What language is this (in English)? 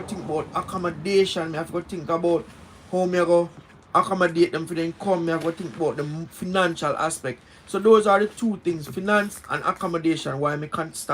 Jamaican Creole English